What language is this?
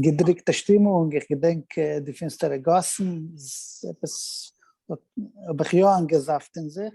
Yiddish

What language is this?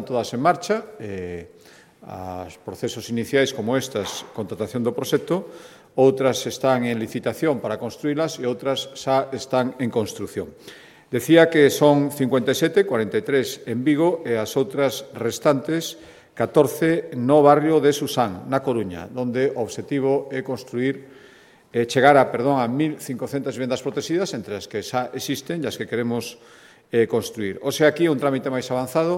Galician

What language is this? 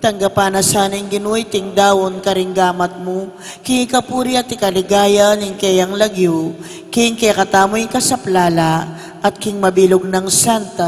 Pampanga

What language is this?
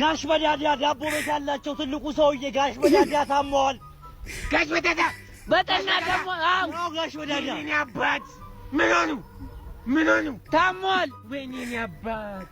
Amharic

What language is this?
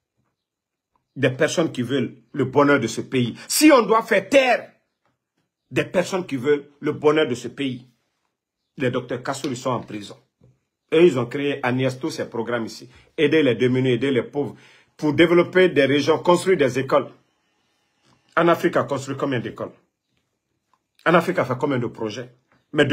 French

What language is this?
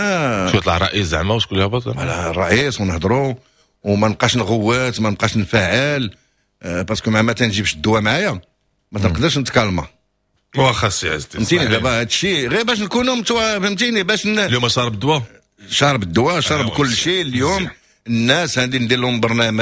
Moroccan Arabic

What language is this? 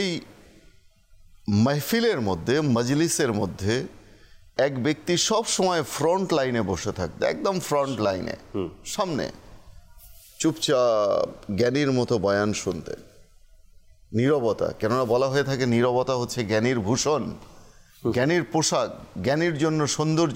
Bangla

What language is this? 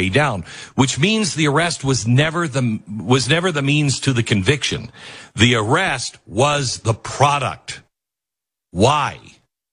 English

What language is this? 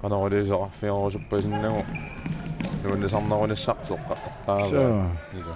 Kalaallisut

